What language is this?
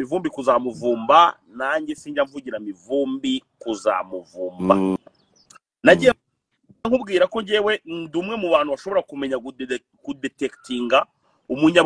Kinyarwanda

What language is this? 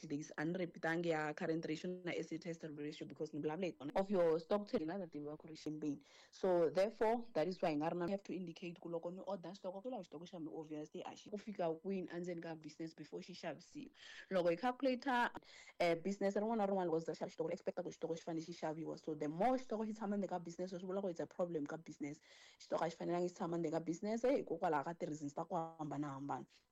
Tsonga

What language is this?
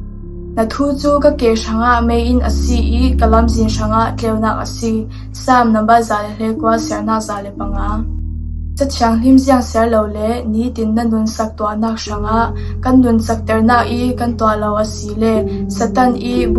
Falam Chin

